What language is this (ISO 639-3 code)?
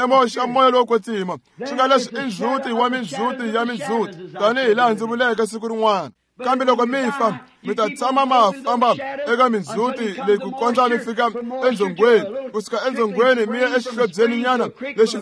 tso